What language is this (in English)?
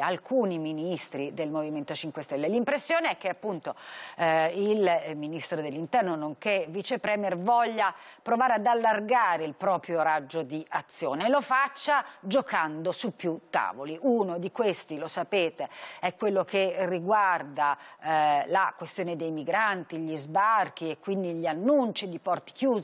Italian